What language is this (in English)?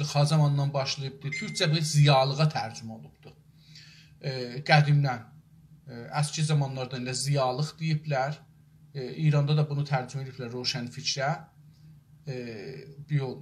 South Azerbaijani